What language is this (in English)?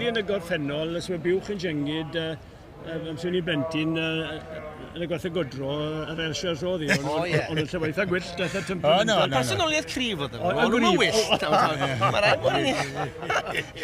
Welsh